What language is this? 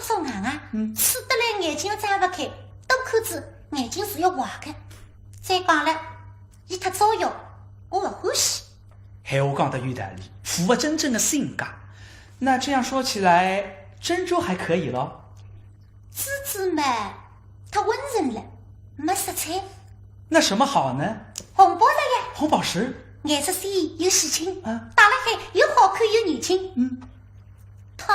Wu Chinese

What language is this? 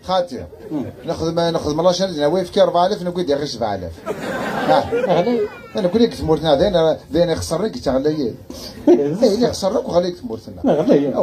Kabyle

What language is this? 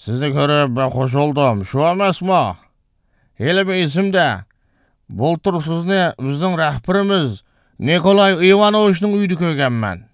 Uyghur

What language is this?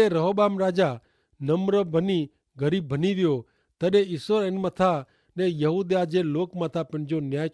Kachhi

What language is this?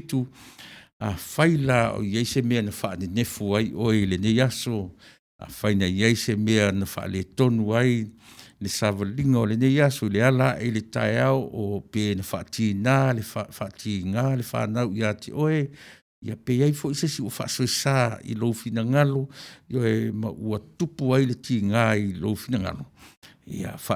Samoan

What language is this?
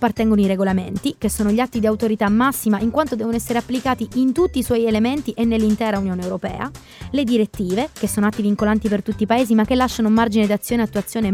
Italian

